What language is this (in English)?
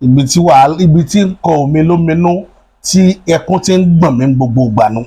Yoruba